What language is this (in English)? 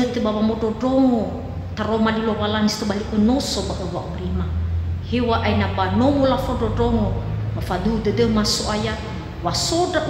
Nias